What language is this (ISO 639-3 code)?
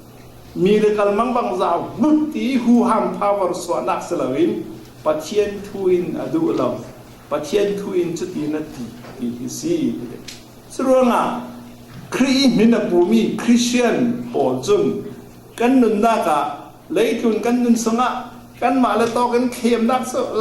cfm